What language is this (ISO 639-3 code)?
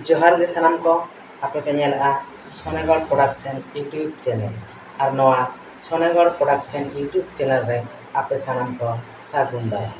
sat